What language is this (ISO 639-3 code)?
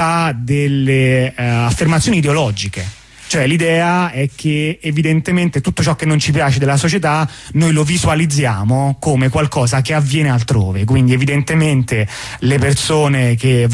ita